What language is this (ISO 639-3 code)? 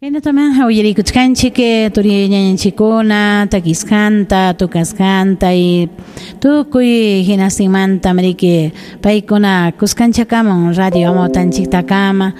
quy